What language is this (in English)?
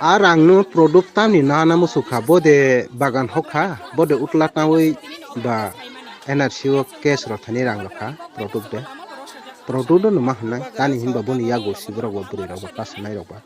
Kok Borok